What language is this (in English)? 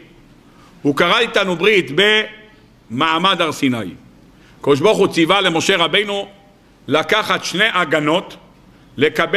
Hebrew